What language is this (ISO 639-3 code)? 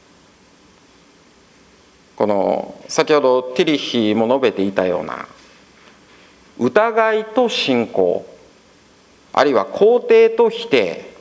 jpn